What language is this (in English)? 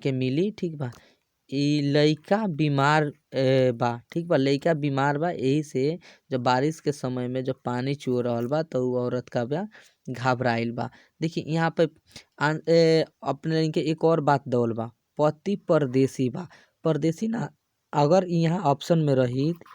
Bhojpuri